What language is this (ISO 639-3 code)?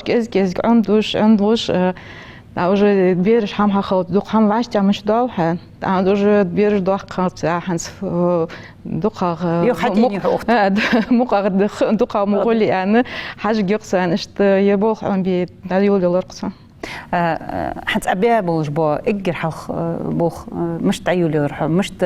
inh